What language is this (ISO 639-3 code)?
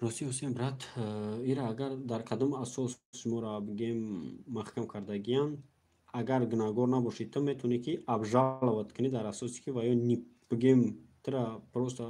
tgk